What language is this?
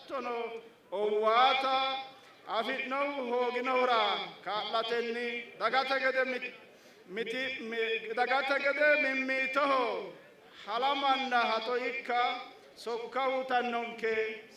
Sidamo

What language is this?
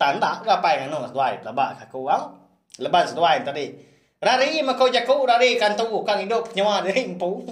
Iban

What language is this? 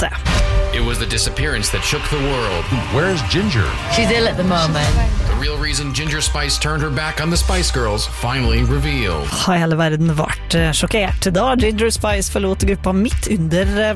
Norwegian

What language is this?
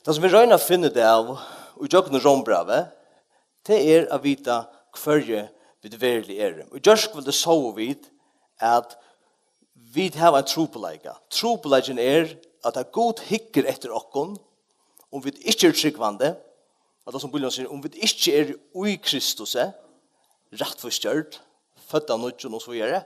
Faroese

